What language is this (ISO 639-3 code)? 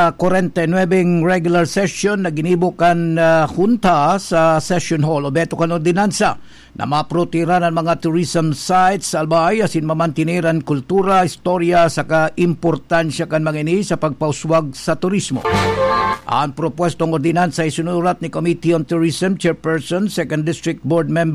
bik